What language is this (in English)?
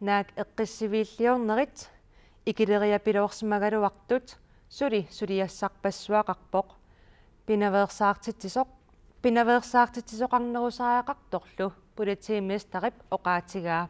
Kalaallisut